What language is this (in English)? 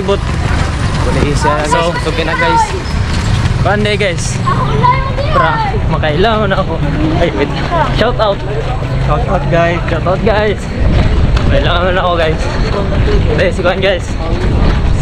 Cebuano